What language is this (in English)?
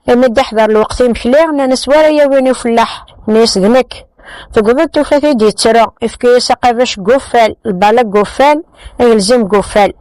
Kabyle